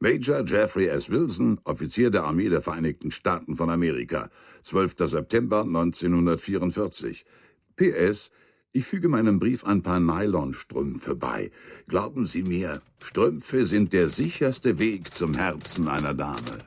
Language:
Bavarian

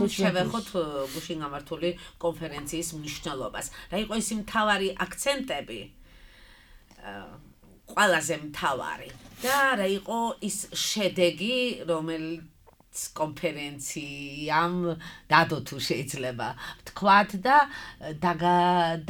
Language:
Georgian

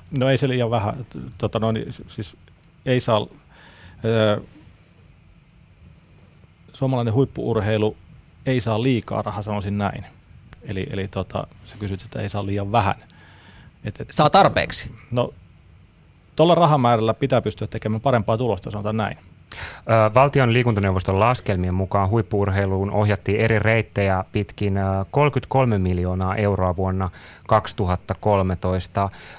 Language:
Finnish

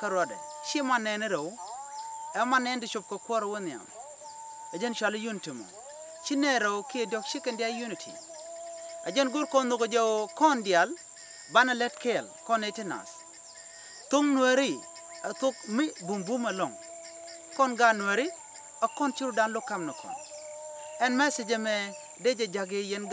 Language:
Nuer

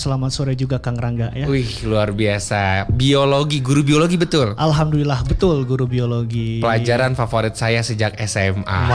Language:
Indonesian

